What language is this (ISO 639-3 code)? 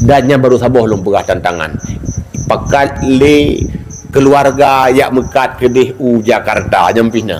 ace